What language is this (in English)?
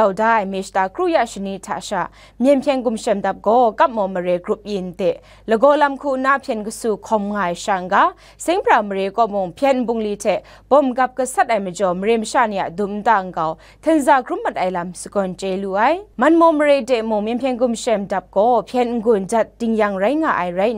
Kachin